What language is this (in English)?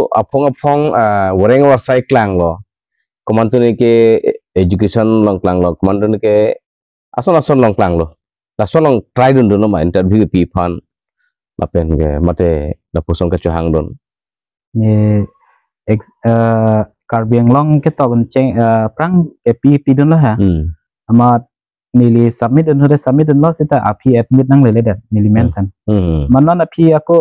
Karbi